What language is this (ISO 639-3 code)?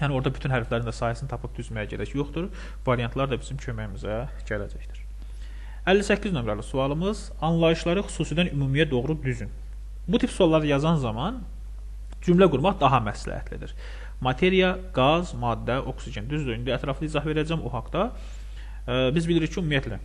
aze